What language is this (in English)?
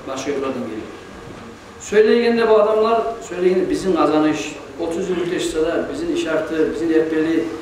Kumyk